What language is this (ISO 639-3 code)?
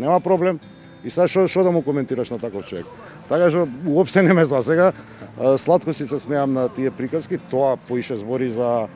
mkd